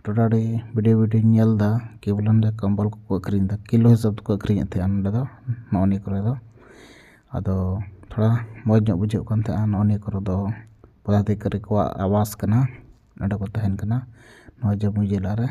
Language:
Santali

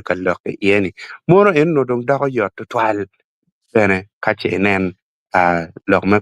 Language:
Acoli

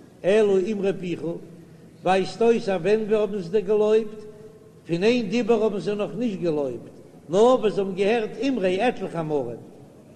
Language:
Yiddish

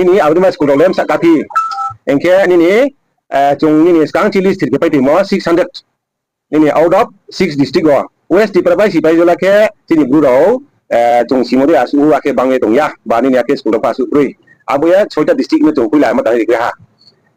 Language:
Riang (India)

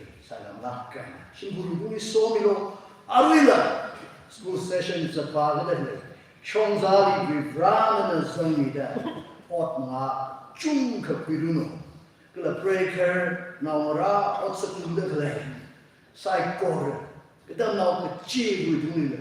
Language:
Tangkhul Naga (India)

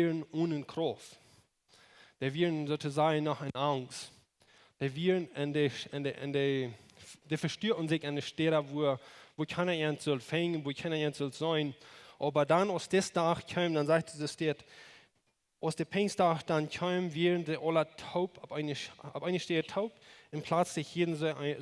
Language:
Plautdietsch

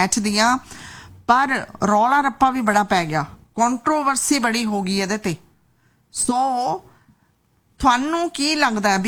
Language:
Punjabi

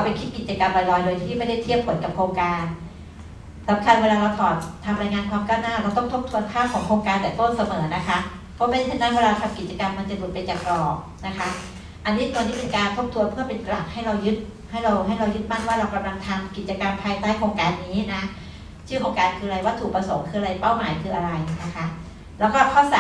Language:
Thai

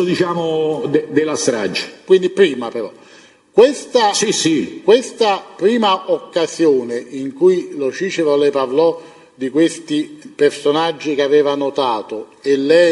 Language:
Italian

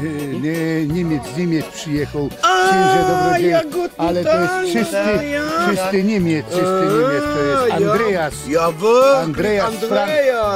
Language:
Silesian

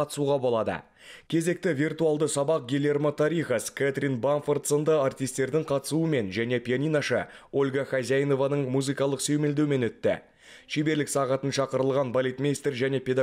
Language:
Kazakh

